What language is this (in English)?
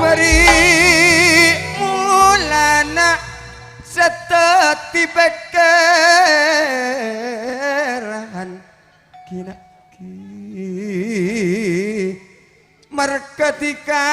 Madurese